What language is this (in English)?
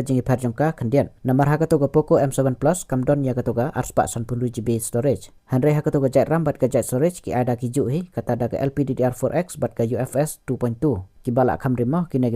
Khasi